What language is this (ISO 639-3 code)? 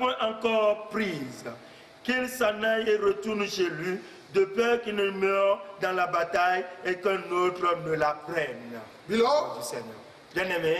fra